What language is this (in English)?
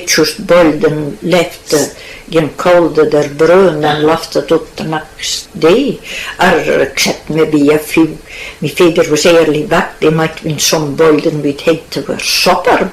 Scots